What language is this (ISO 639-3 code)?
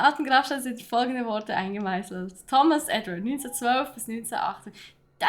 gsw